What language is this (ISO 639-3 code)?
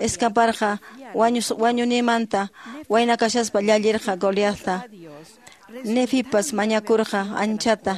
que